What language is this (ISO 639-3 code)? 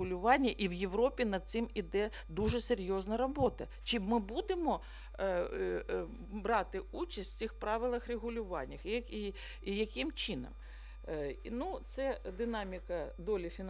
ukr